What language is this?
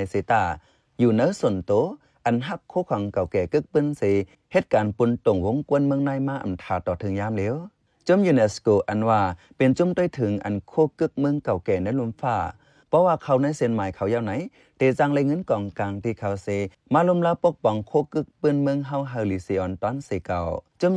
Shan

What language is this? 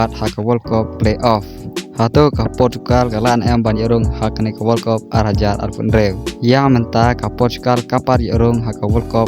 Khasi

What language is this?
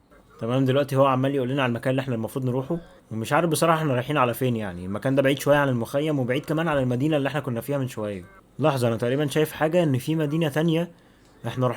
Egyptian Arabic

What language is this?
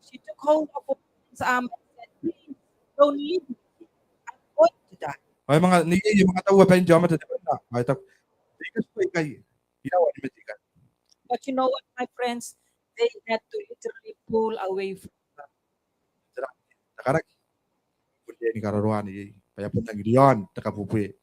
Gilbertese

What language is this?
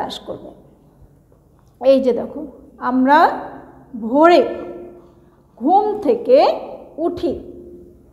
Bangla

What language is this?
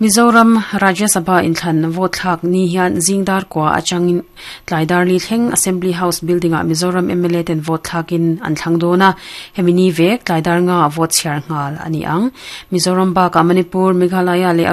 Mizo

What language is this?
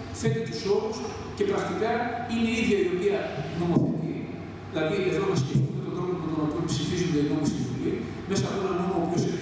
Greek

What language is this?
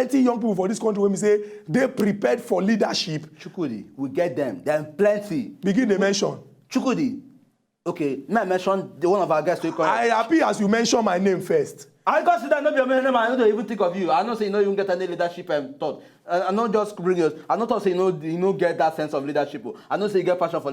Nigerian Pidgin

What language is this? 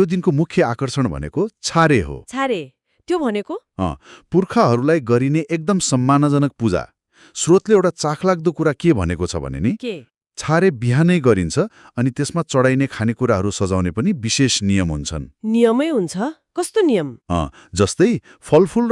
Nepali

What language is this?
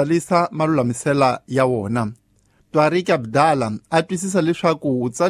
Tsonga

